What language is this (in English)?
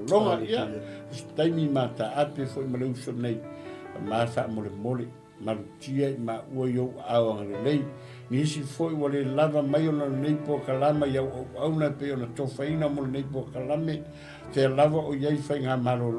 Samoan